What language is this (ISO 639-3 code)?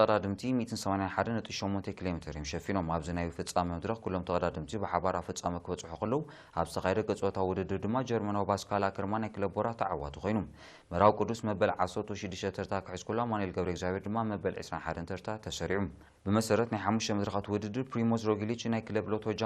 tir